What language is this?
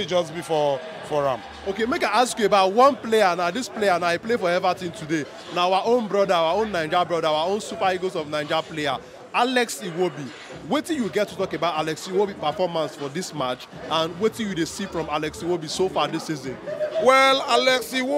Nigerian Pidgin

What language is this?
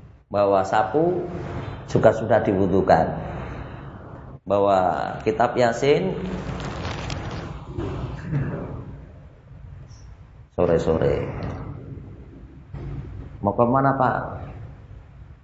Indonesian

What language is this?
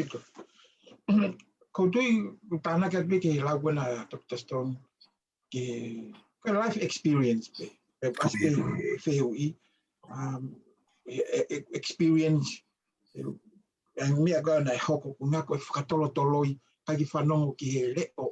Tongan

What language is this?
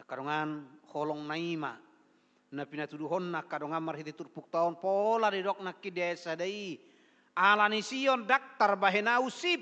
Batak Toba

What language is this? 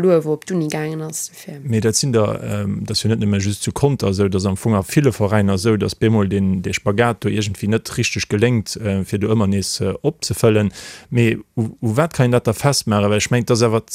Luxembourgish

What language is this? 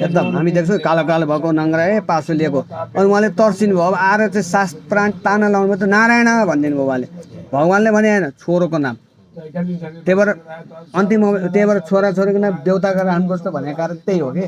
Nepali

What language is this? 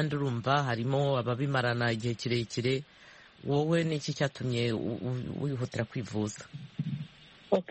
Kinyarwanda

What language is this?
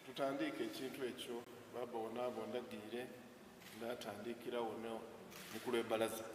Soga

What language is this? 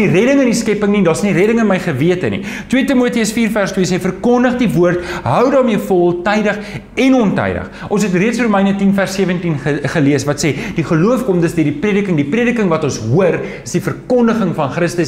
Afrikaans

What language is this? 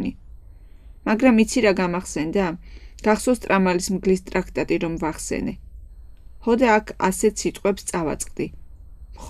Georgian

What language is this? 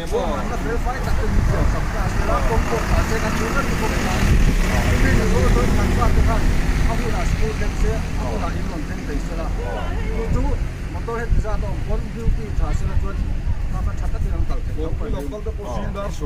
Mizo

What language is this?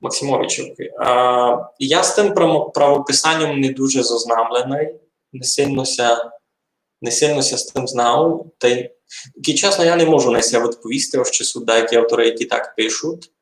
Rusyn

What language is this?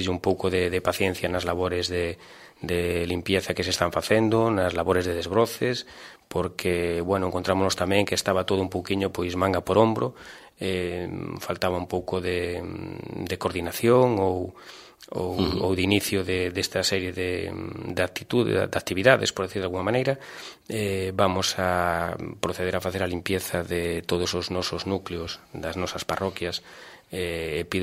Galician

